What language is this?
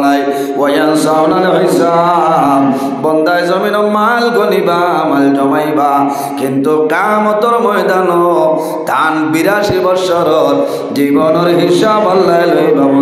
Sylheti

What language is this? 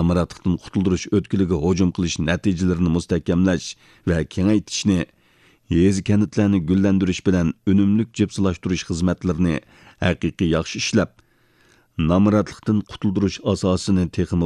Uyghur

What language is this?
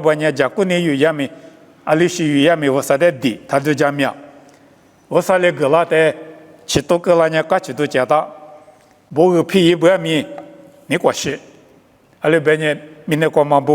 Lisu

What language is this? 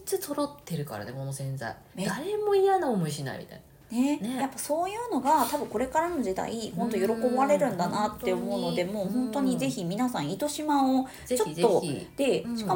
Japanese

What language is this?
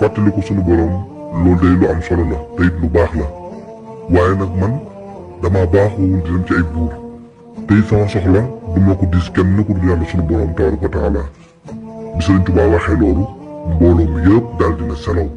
Wolof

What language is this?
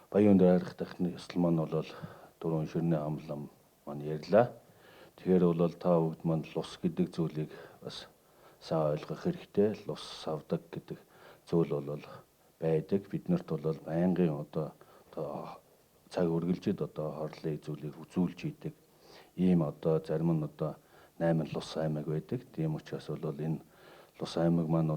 Mongolian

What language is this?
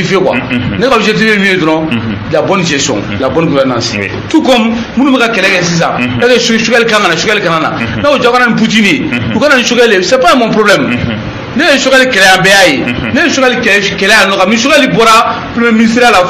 Bambara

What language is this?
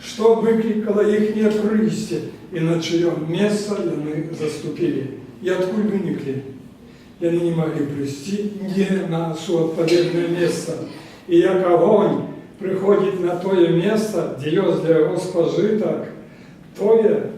Belarusian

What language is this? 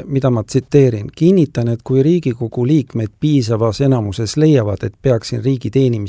Estonian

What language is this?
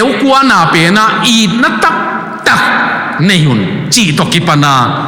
Tedim Chin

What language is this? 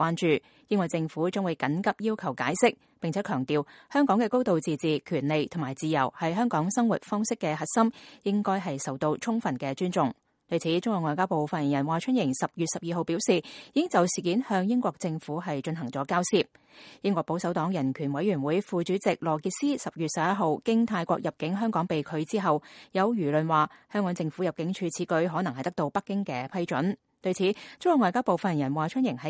Cantonese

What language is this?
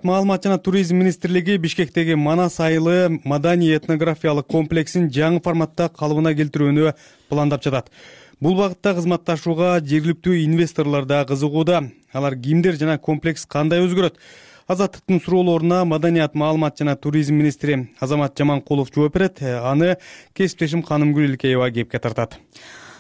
Kyrgyz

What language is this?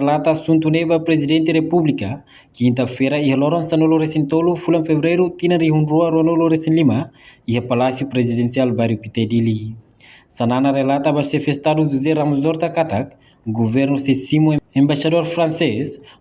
Tetum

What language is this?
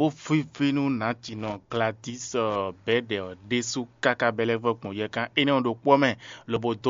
Fon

